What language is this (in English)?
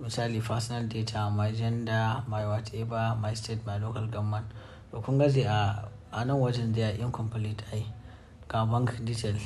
Hausa